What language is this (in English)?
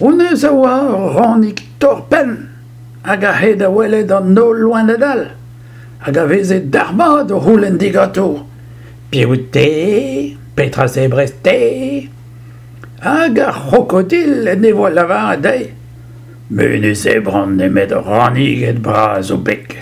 Breton